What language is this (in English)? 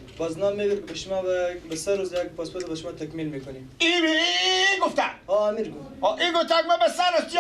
Persian